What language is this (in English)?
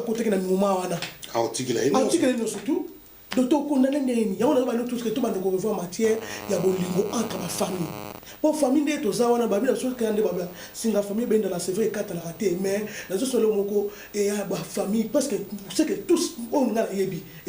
Lingala